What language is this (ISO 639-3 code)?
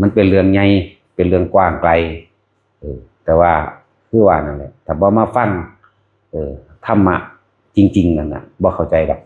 tts